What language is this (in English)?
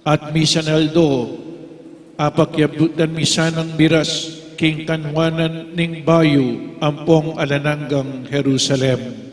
Pampanga